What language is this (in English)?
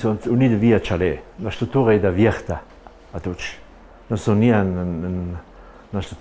Ladin